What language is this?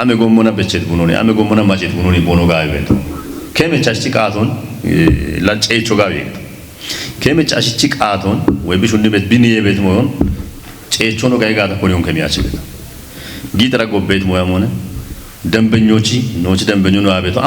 Kafa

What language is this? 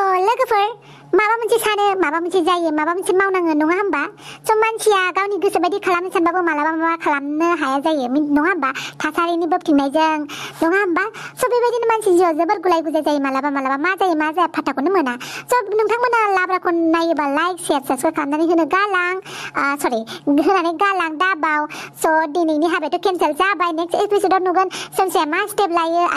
Bodo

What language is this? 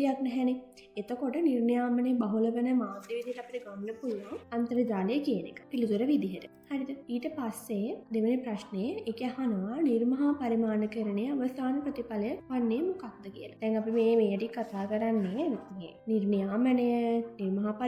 Sinhala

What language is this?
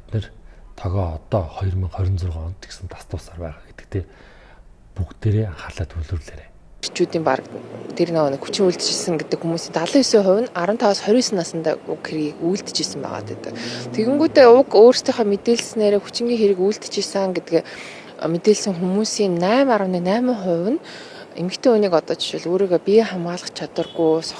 Mongolian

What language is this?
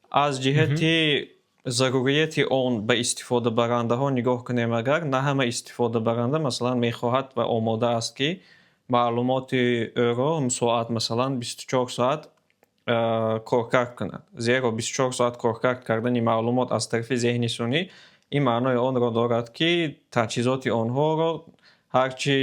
Tajik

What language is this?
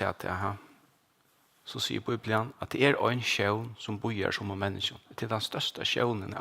Faroese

